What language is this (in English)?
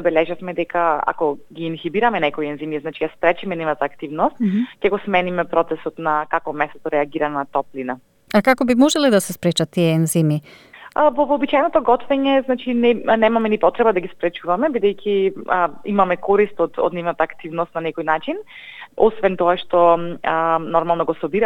Macedonian